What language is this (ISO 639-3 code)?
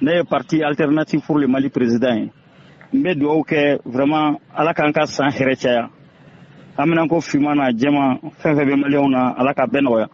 bam